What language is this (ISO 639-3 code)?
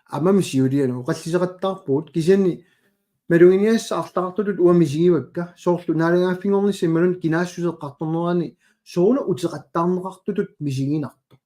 kal